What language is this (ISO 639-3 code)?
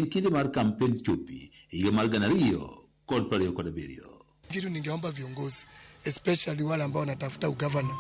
luo